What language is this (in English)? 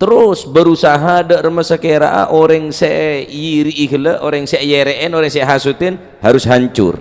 Madurese